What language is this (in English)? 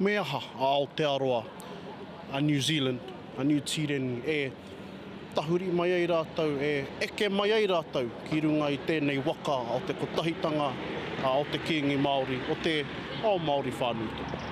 Māori